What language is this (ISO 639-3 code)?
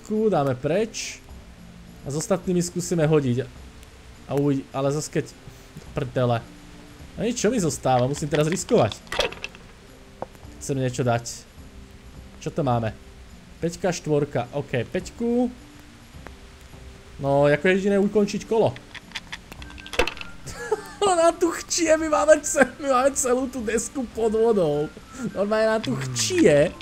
slk